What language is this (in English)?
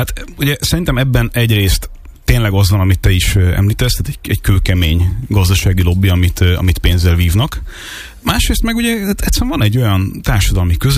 Hungarian